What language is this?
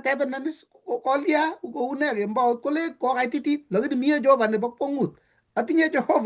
Kalenjin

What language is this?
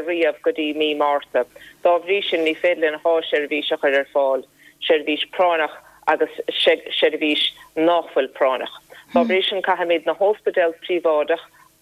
Irish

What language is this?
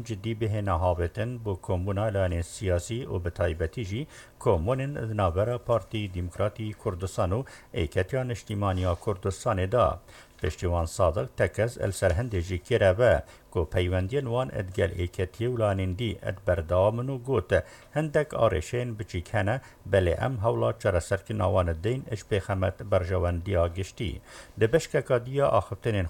Kurdish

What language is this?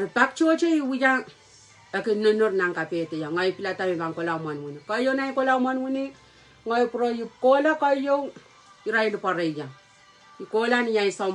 Pohnpeian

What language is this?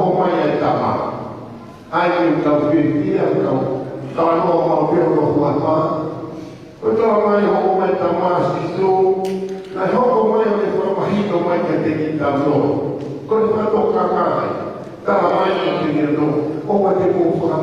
Tongan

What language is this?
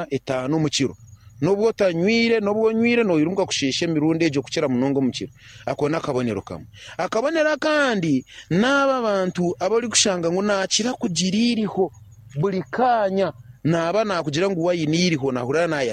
Nyankole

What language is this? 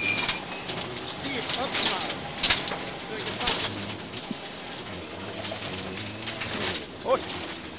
Swedish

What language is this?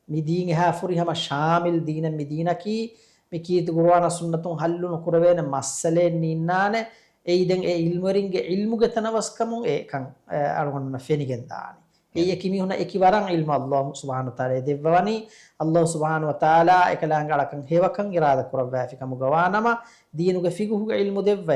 Divehi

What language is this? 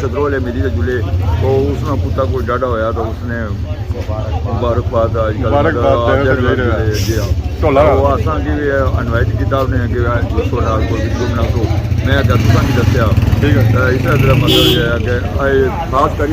Pahari-Potwari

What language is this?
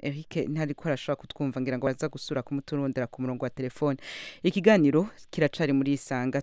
Rundi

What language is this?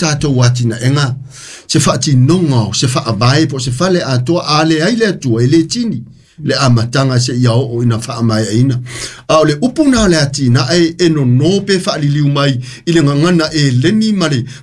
Samoan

